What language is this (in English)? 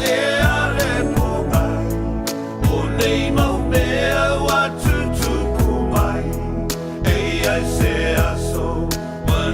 Samoan